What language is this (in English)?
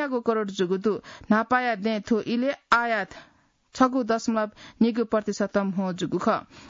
Newari